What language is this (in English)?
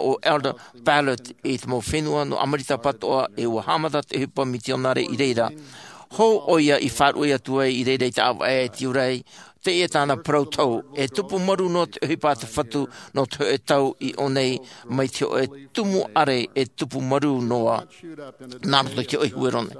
Tahitian